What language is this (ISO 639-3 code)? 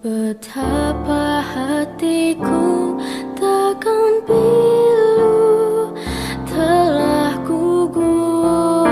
bew